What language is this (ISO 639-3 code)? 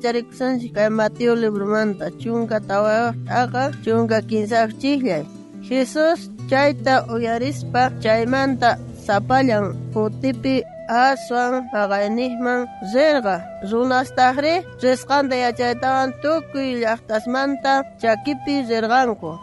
quh